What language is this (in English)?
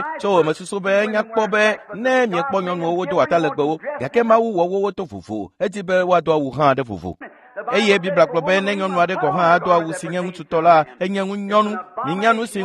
Ewe